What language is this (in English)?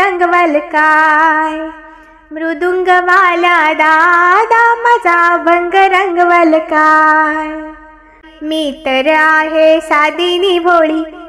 Marathi